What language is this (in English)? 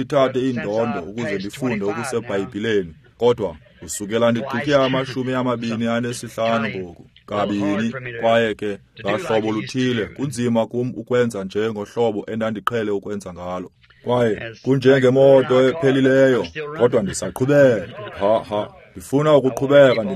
Xhosa